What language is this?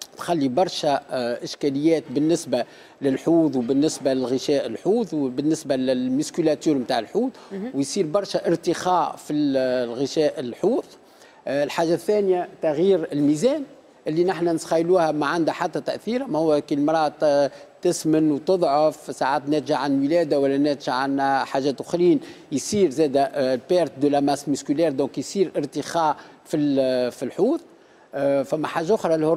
Tunisian Arabic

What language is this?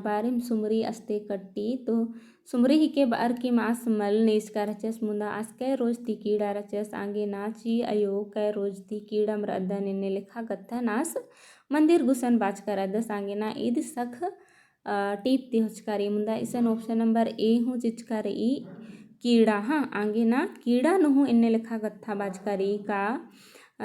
Kurukh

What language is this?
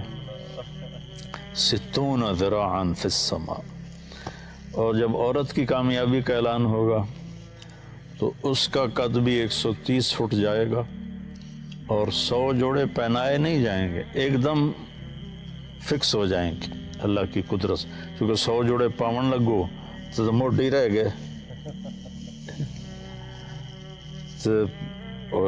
Urdu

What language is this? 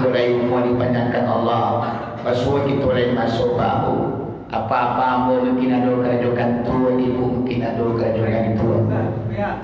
Minangkabau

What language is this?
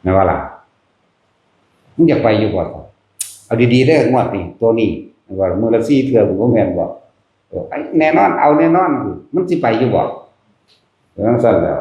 Northeastern Thai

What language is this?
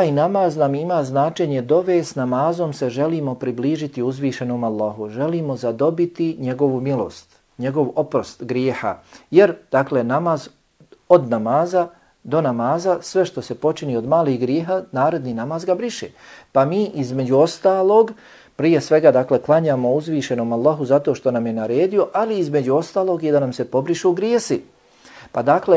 Bosnian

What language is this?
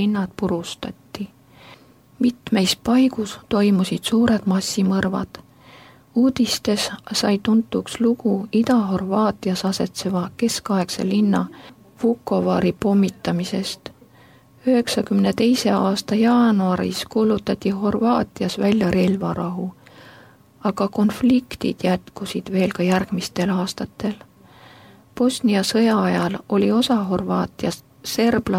Estonian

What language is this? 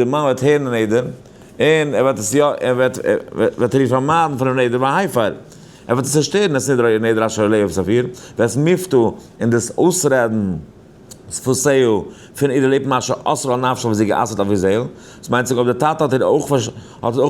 Yiddish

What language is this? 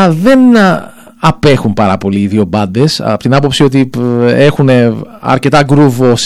Greek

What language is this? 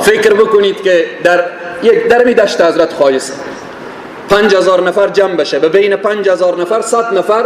Persian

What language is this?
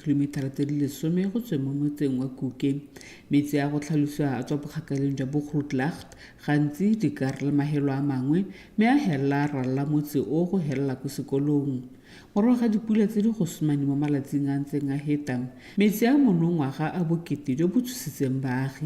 Tswana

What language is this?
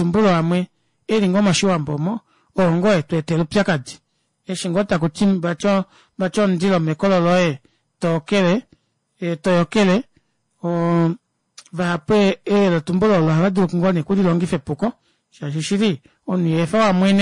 Kuanyama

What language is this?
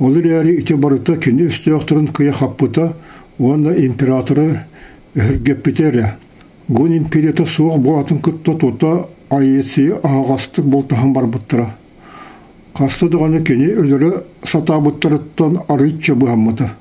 Yakut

